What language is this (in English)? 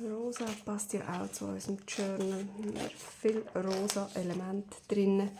Swiss German